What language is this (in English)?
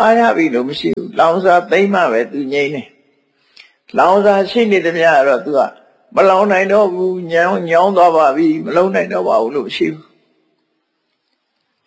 Burmese